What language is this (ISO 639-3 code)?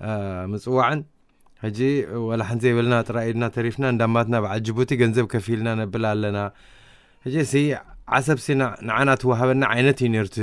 tir